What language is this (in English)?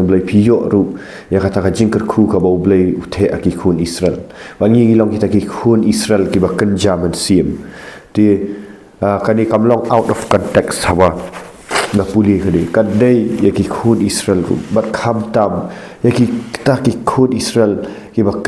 Khasi